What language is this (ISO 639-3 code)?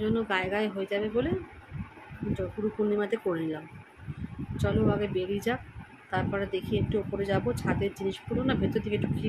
ben